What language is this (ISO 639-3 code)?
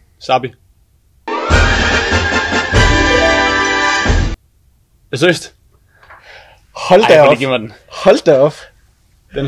dan